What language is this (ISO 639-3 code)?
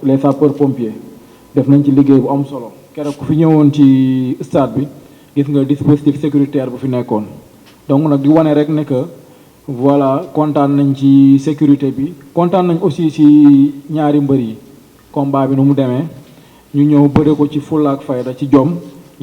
wol